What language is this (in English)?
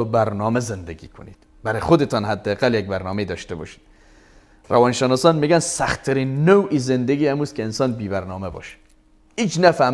Persian